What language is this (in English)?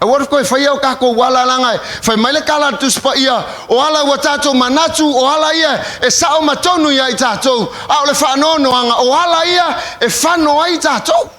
Samoan